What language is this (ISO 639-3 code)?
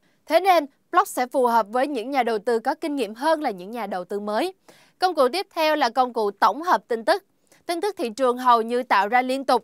vie